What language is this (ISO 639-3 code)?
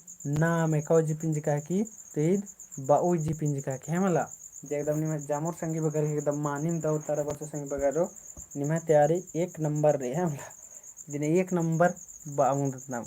kru